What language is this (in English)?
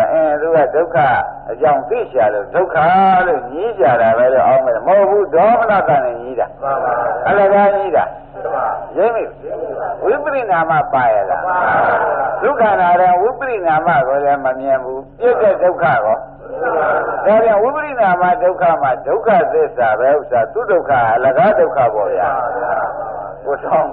Burmese